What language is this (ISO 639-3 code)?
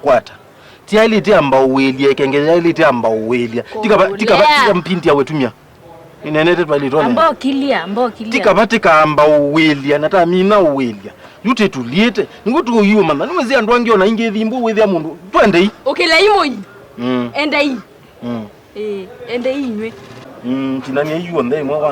kam